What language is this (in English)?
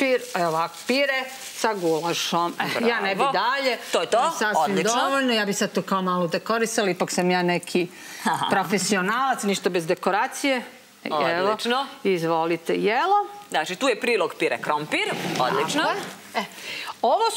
Serbian